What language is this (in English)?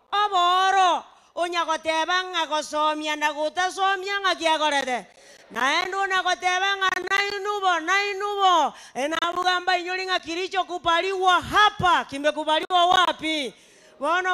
Gusii